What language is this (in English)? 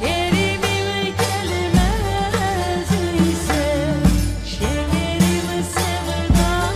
Crimean Tatar